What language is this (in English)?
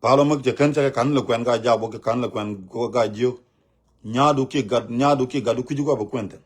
Nuer